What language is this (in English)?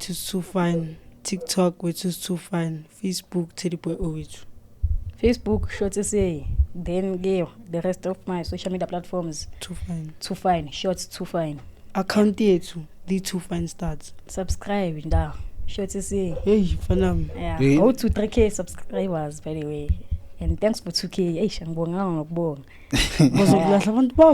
Zulu